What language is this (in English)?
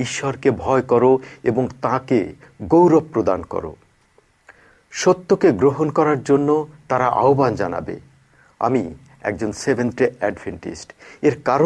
Bangla